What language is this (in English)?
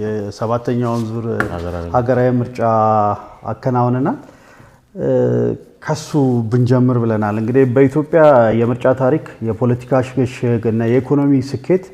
Amharic